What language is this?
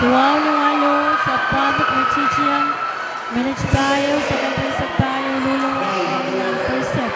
Pohnpeian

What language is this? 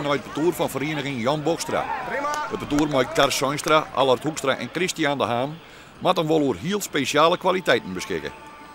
Western Frisian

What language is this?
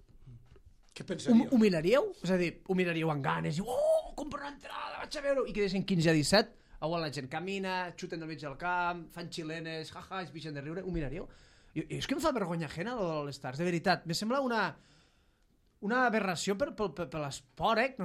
Catalan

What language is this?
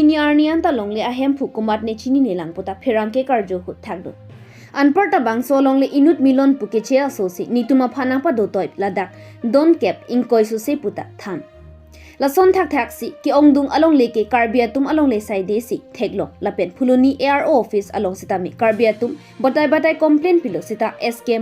Karbi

